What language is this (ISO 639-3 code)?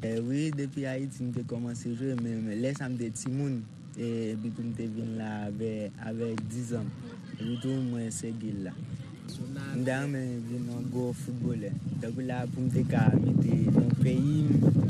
hat